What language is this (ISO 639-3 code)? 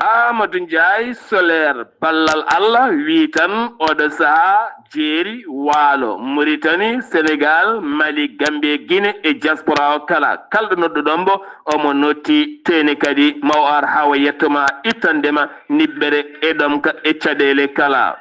ful